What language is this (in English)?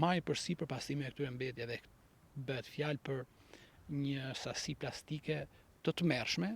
Albanian